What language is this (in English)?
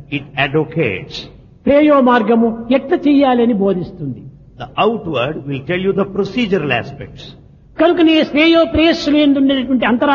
Telugu